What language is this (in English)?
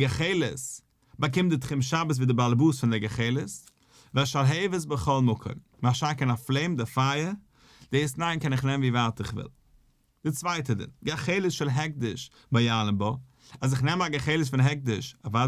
Yiddish